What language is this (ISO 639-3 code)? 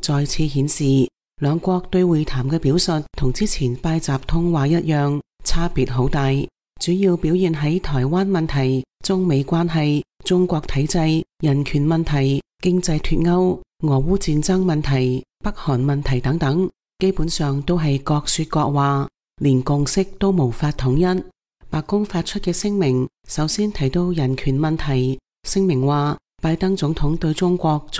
yue